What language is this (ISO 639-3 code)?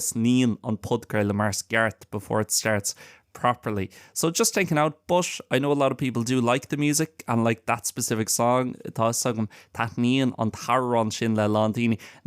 gle